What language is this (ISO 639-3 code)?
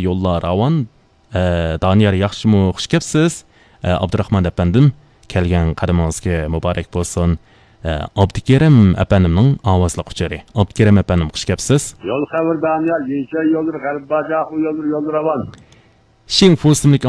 uig